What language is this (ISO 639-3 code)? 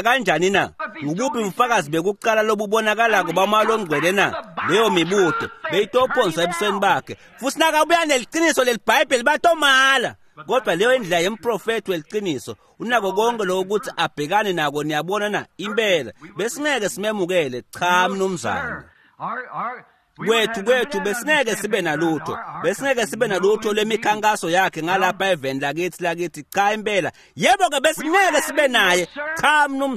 ssw